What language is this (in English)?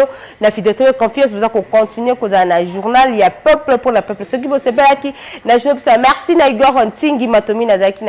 Lingala